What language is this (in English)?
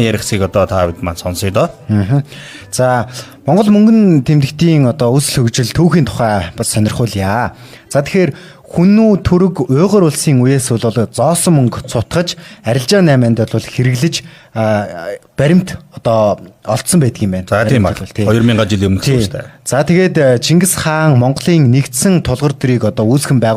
Mongolian